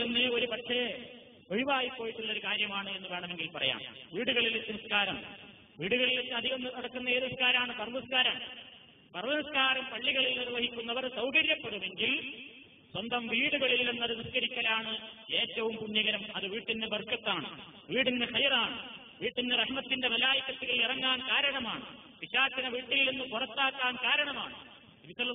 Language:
Malayalam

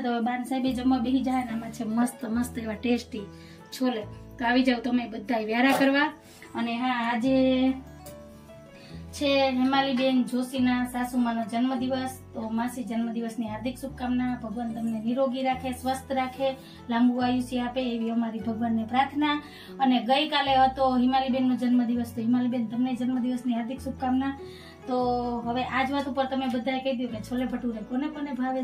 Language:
Gujarati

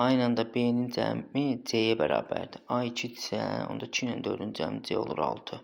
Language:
Azerbaijani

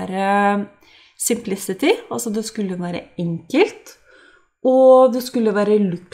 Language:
Norwegian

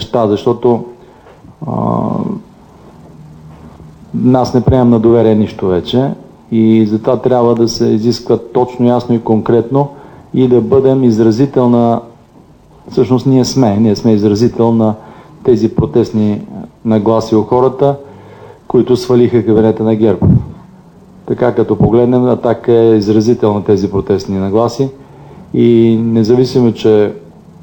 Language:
Bulgarian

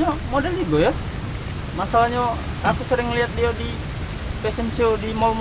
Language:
Musi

